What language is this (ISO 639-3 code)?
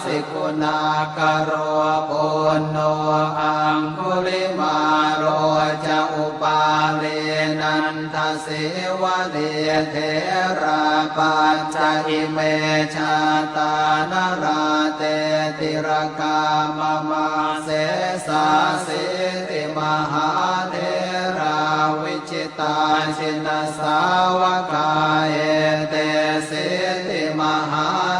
pli